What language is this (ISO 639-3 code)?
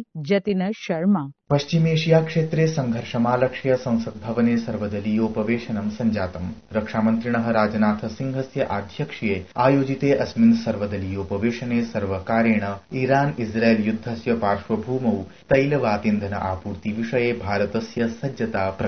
san